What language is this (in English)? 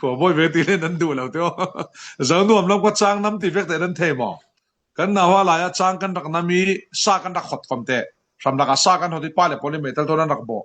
Falam Chin